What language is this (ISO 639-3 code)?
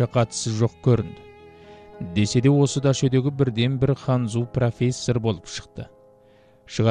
kaz